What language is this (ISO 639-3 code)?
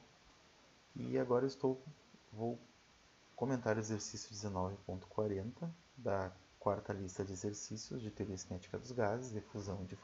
por